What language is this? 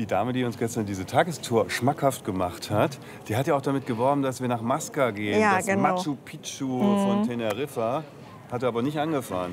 German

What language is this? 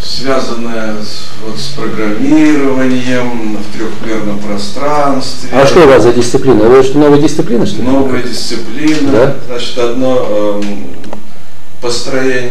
Russian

